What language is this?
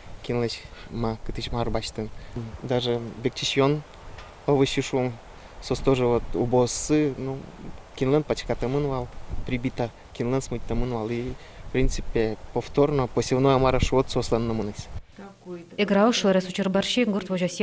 Udmurt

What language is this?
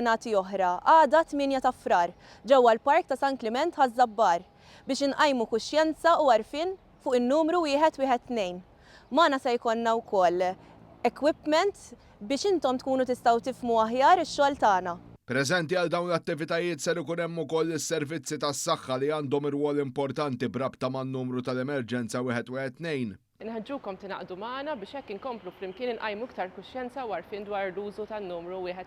Maltese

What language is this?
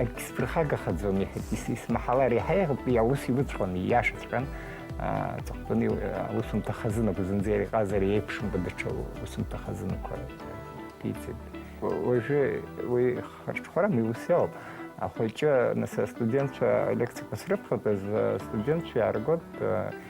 Abkhazian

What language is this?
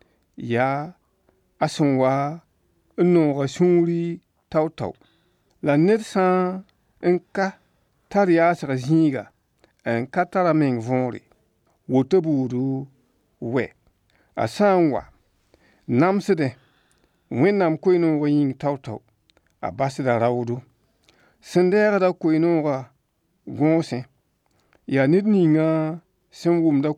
Mossi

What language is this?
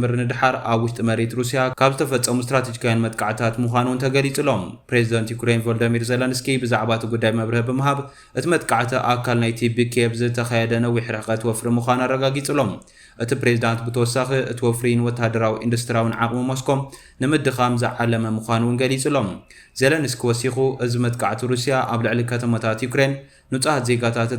Tigrinya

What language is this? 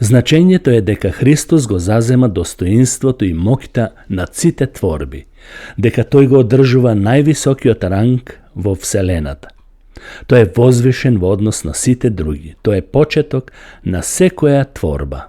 Macedonian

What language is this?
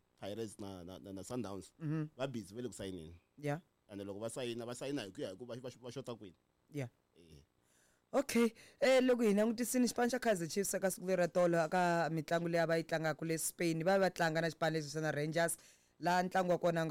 Tsonga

